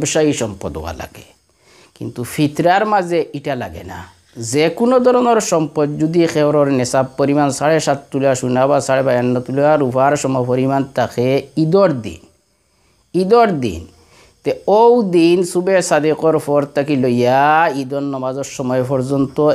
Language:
Sylheti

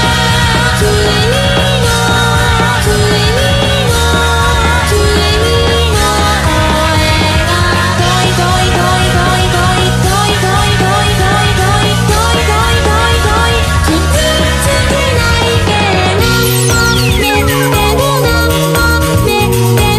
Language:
Japanese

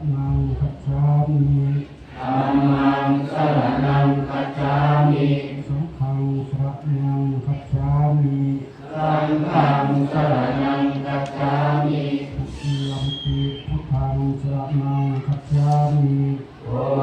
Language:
Pali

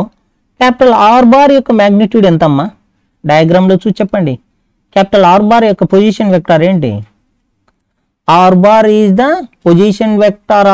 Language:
Telugu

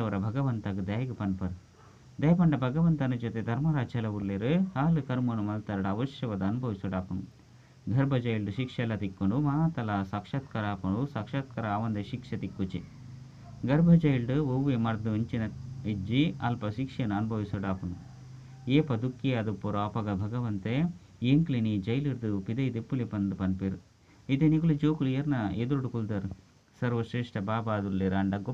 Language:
Tulu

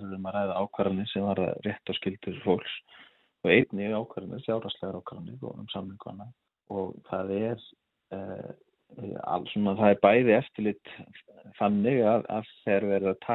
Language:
Icelandic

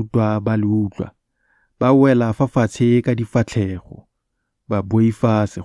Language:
Tswana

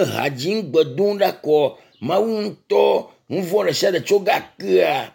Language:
Ewe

